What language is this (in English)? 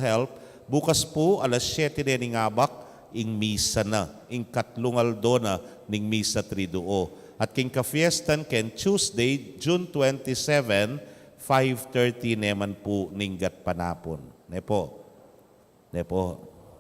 Pampanga